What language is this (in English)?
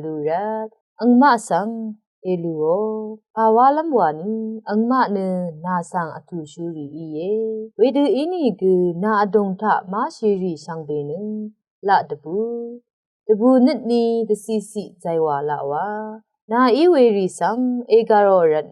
Rawang